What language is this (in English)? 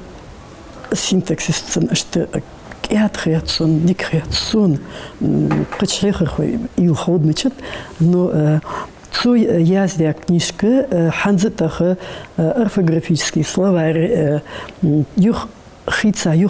Ingush